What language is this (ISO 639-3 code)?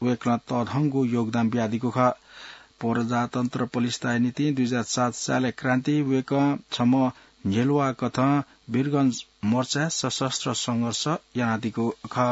new